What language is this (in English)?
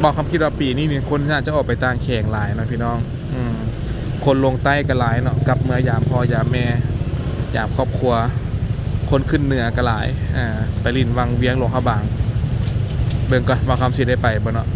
Lao